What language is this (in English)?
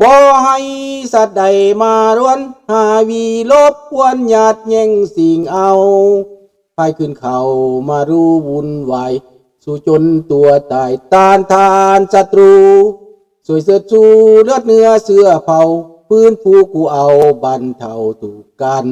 Lao